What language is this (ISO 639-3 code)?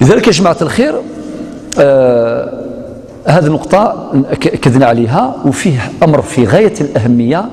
arq